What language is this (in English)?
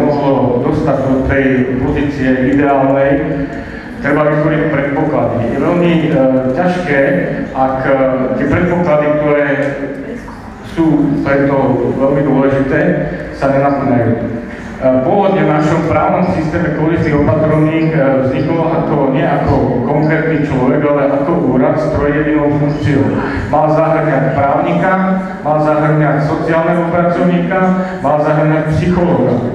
Slovak